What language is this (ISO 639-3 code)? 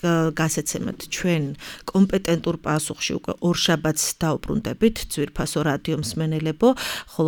kat